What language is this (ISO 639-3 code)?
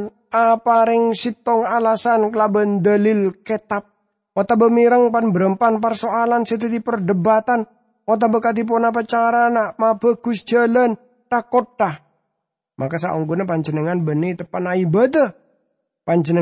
mad